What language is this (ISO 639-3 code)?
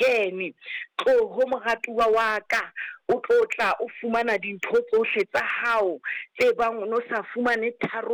sot